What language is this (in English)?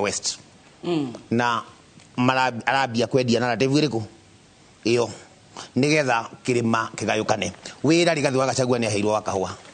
Kikuyu